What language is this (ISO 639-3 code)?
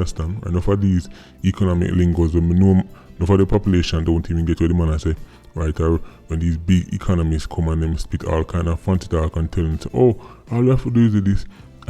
jam